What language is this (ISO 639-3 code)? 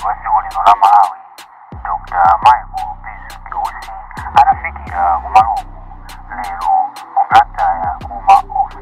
nya